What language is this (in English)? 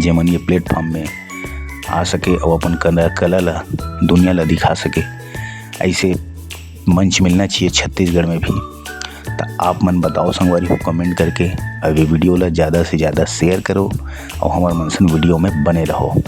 Chhattisgarhi